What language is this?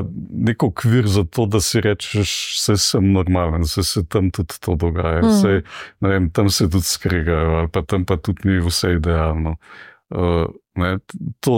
Slovenian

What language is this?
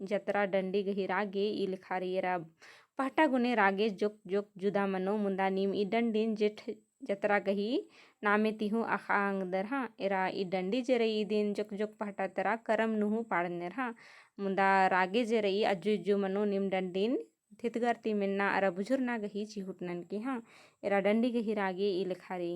Kurukh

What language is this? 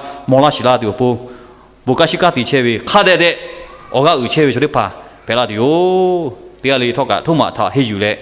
Lahu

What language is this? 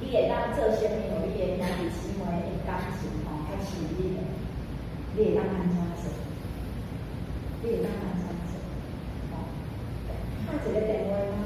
Min Nan Chinese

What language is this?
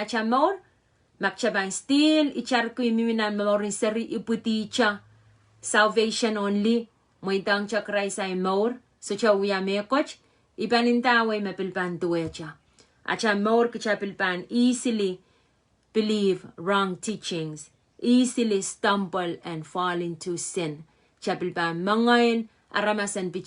Pohnpeian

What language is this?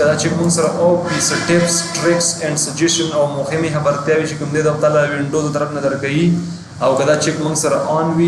Pashto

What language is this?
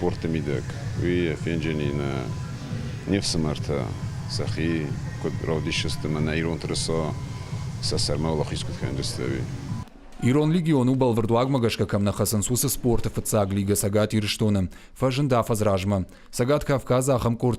Ossetic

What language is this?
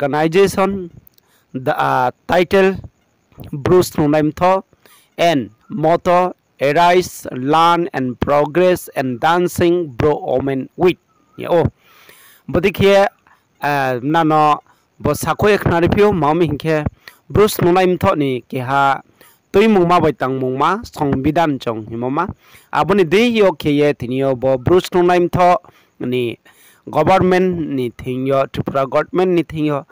Riang (India)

